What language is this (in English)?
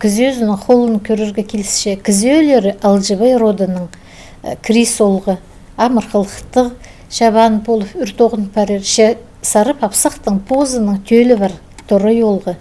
Khakas